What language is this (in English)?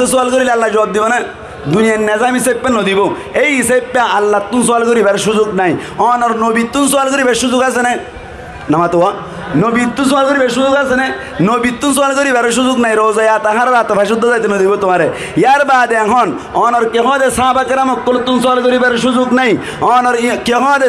Rohingya